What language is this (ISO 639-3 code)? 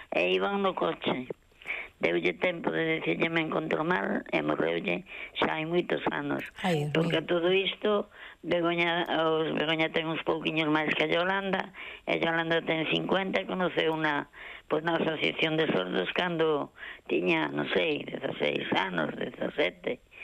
glg